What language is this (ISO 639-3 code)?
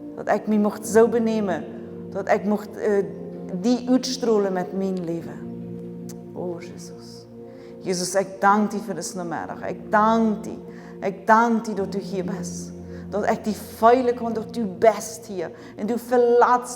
pdt